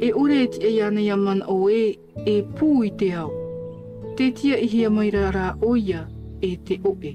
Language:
Tahitian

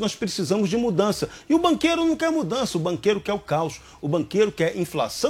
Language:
Portuguese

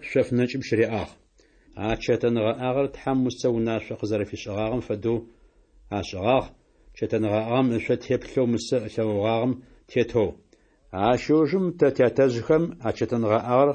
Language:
Adyghe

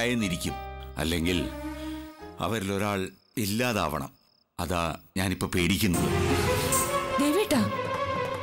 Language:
Malayalam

